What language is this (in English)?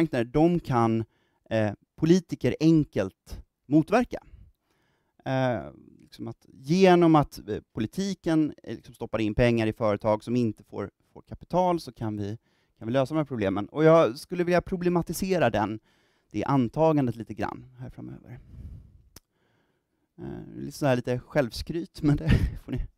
Swedish